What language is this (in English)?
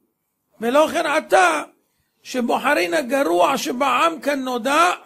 Hebrew